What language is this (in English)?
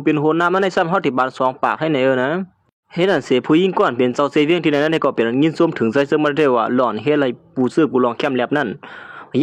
Shan